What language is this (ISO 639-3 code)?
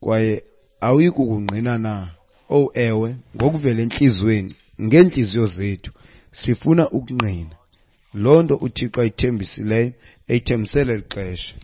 xho